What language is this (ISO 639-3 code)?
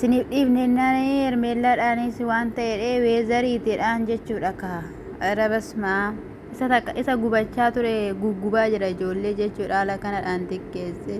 orm